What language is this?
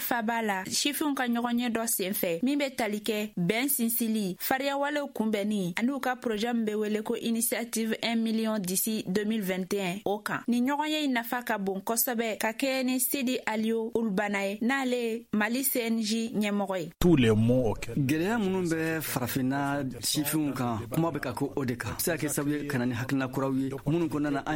Bambara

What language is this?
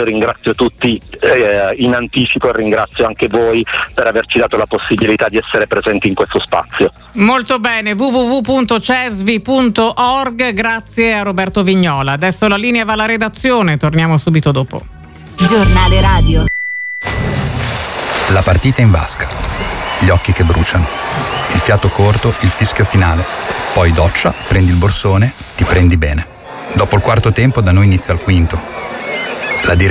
Italian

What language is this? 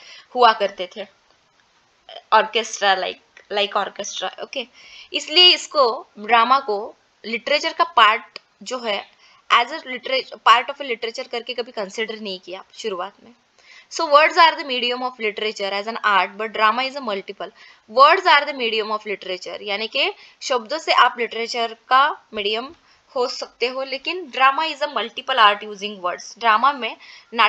Hindi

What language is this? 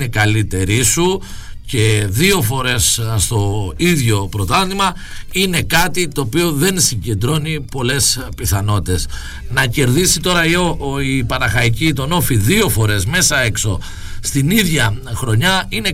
Greek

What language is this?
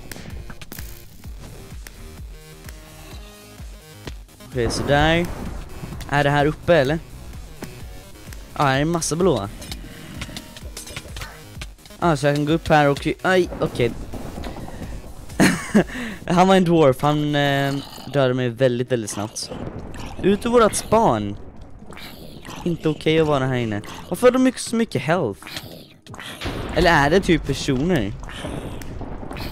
Swedish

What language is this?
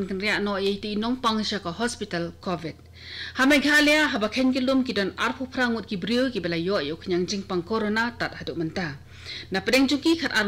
Khasi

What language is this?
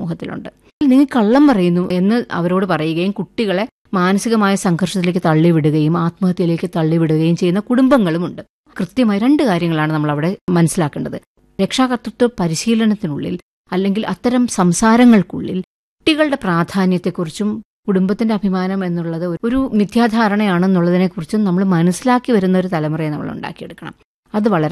Malayalam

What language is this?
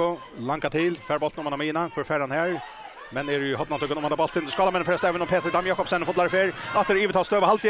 Faroese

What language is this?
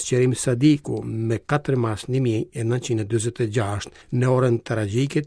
Albanian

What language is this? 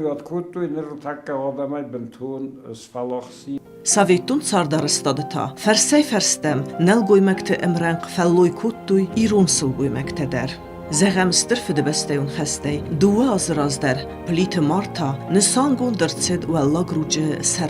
Ossetic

